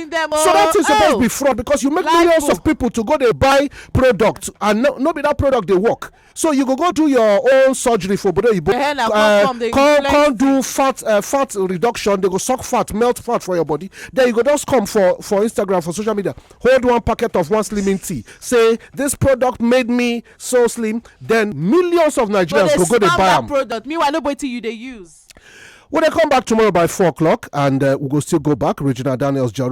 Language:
Nigerian Pidgin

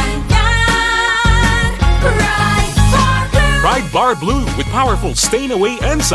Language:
Bikol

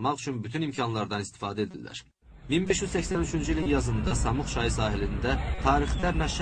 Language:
Azerbaijani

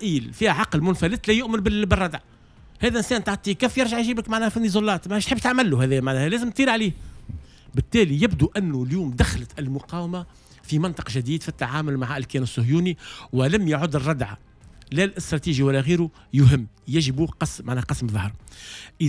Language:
Tunisian Arabic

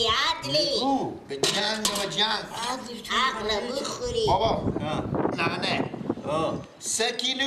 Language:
Persian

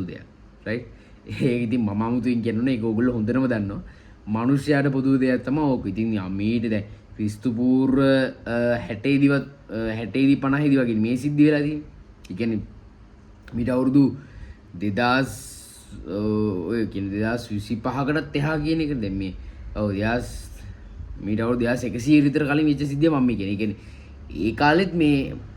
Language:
Sinhala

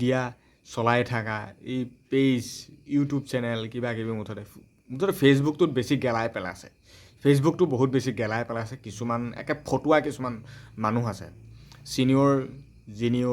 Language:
Assamese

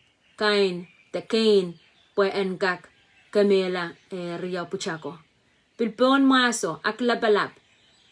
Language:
Pohnpeian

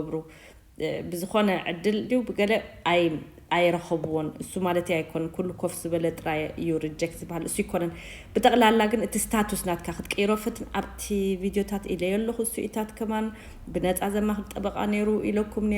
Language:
Tigrinya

